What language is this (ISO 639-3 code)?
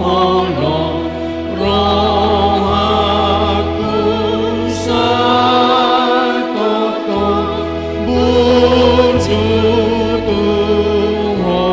bbc